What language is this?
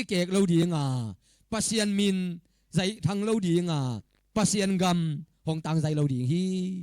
Tedim Chin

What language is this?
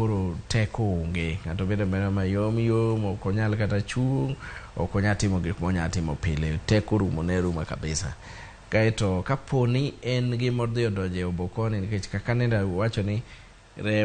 Luo (Kenya and Tanzania)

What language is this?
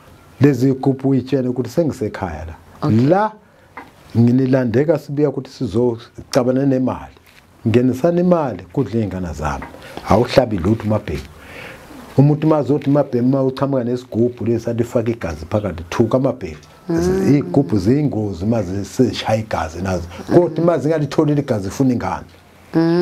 Zulu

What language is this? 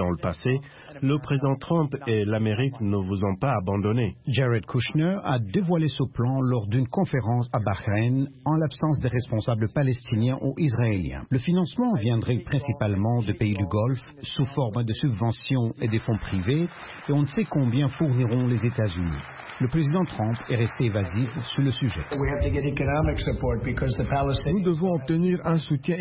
French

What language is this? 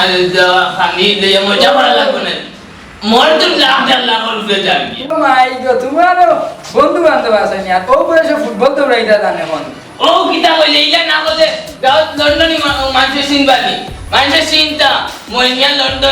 Sylheti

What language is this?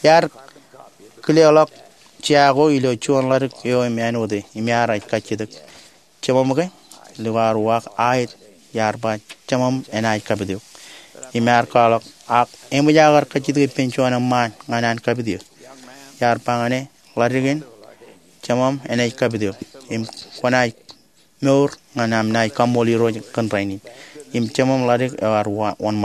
Marshallese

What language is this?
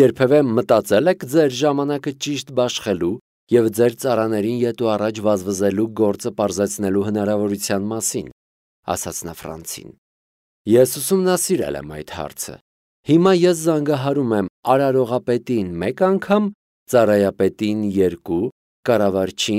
Armenian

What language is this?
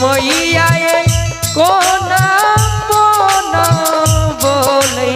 Maithili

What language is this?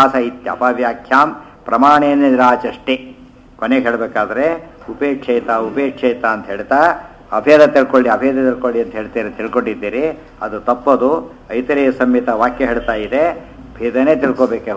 Kannada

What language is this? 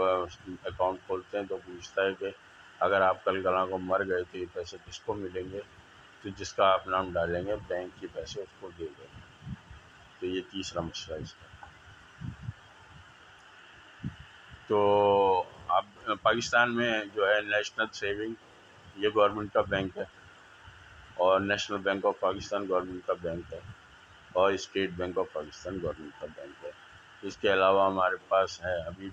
Urdu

